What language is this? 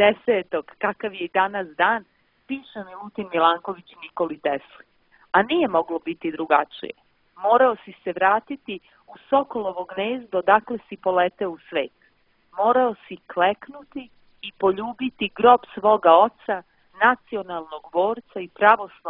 Serbian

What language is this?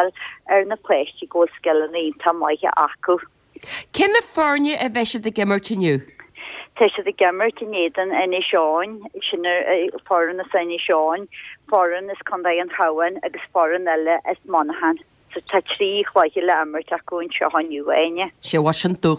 Irish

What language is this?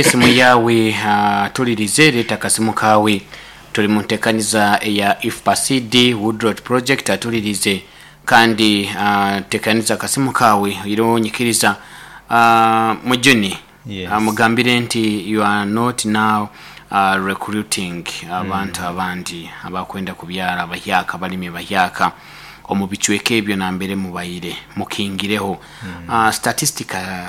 Nyoro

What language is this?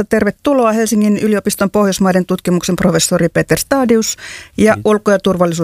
Finnish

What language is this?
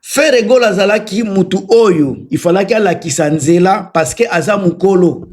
Lingala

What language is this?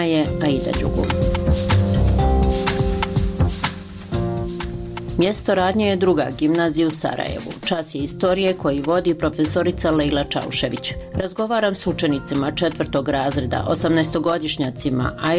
Bosnian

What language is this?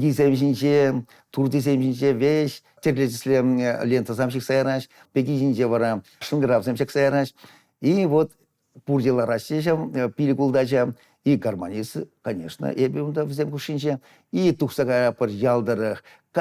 Chuvash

